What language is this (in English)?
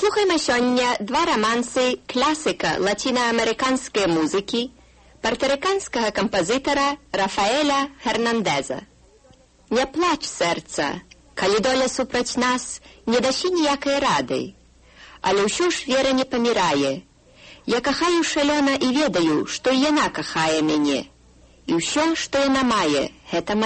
Belarusian